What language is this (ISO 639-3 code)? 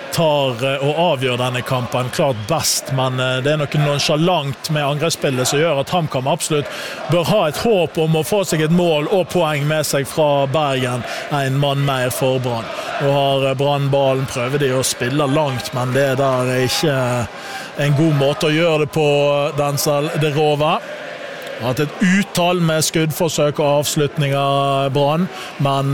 nor